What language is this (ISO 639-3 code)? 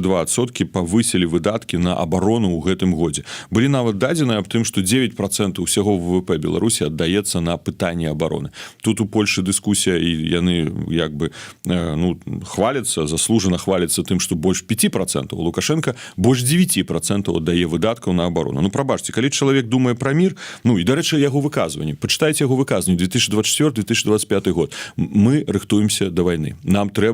bel